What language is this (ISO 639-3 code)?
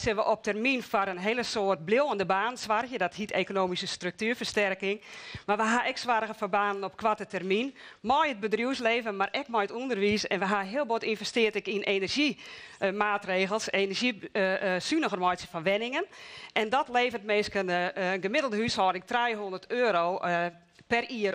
fry